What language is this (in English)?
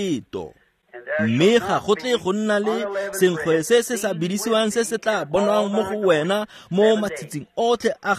Tswana